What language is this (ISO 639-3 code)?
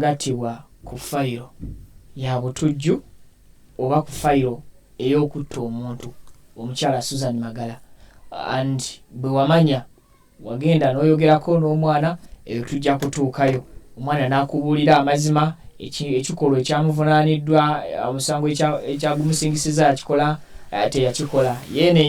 lug